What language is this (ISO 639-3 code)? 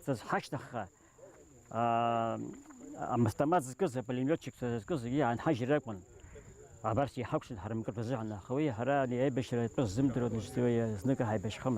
abk